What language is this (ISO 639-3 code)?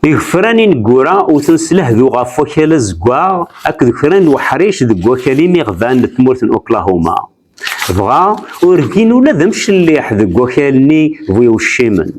kab